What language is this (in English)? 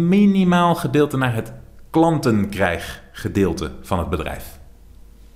Dutch